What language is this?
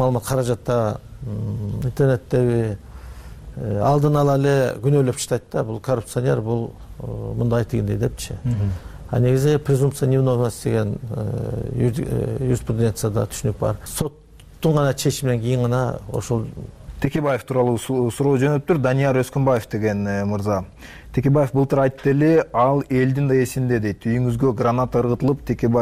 Kyrgyz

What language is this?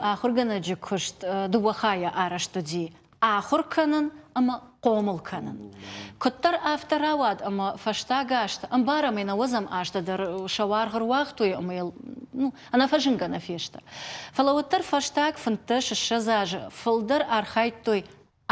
Ossetic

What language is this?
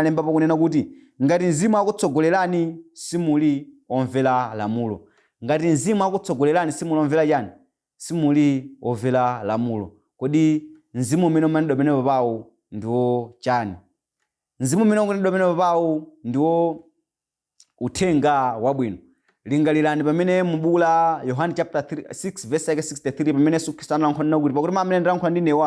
Nyanja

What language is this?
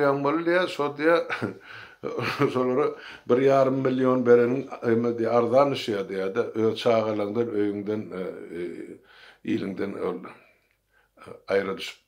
Turkmen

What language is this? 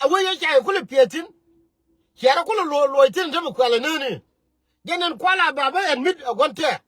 Nuer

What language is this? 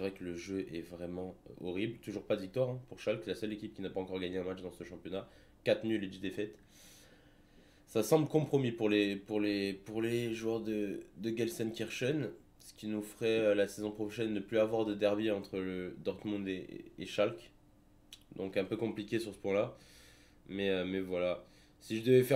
French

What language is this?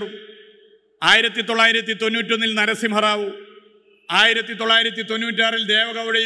Malayalam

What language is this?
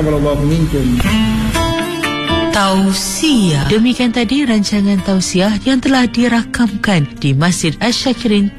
Malay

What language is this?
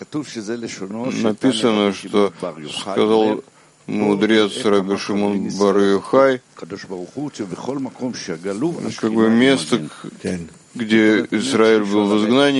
Russian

